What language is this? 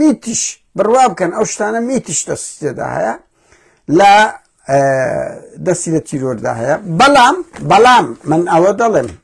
Central Kurdish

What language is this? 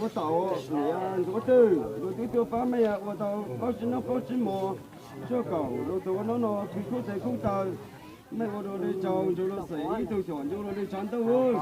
Hmong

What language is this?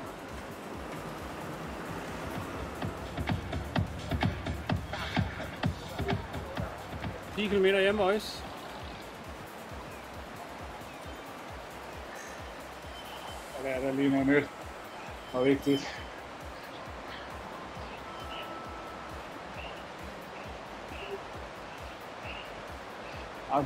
Danish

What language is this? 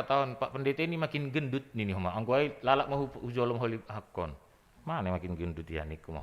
Batak Simalungun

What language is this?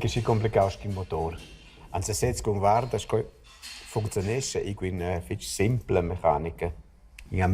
Romansh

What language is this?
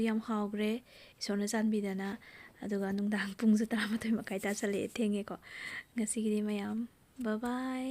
Manipuri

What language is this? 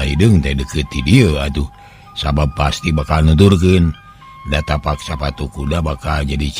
Sundanese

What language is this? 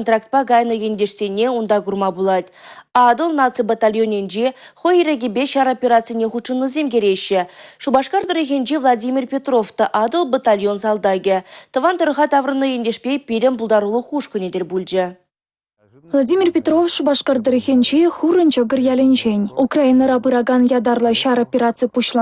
Chuvash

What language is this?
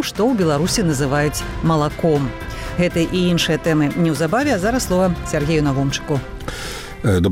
Belarusian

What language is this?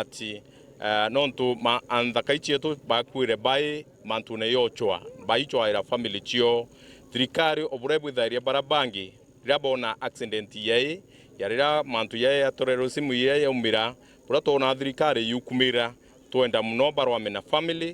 Meru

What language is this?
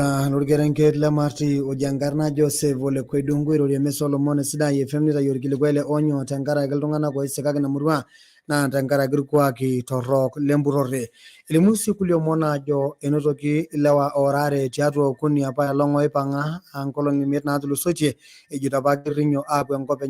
Masai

